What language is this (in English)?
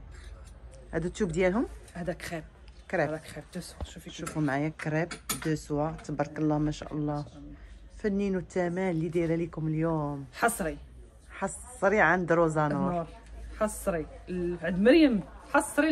Moroccan Arabic